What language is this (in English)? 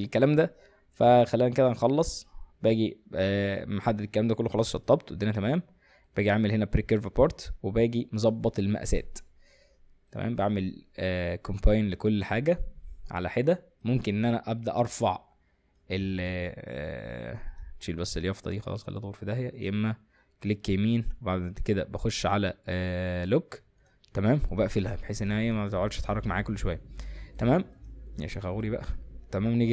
Egyptian Arabic